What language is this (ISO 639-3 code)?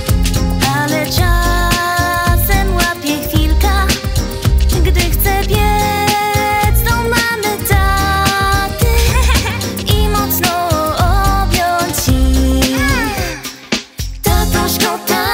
pol